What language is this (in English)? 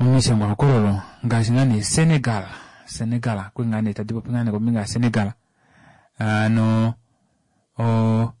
Kuanyama